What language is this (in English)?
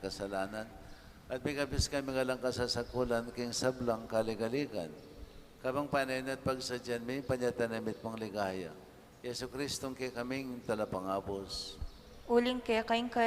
Pampanga